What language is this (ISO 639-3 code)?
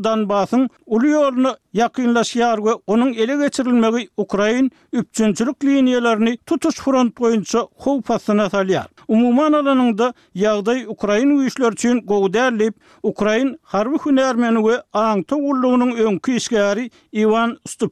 tuk